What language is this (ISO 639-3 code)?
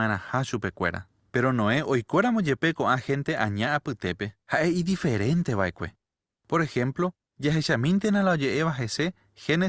grn